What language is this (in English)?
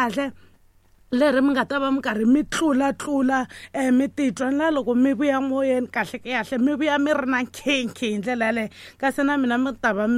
Tsonga